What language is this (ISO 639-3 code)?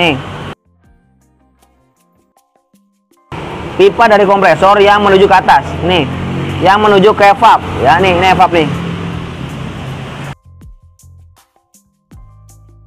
ind